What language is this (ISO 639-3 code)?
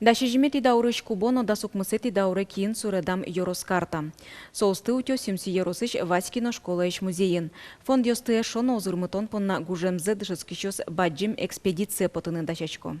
udm